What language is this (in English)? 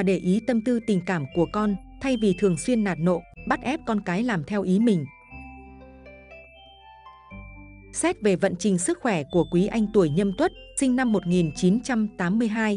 Vietnamese